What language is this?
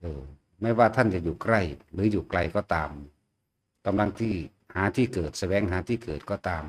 Northeastern Thai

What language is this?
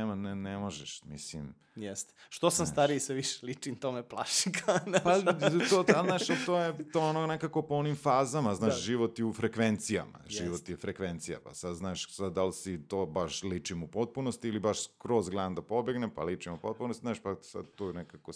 Serbian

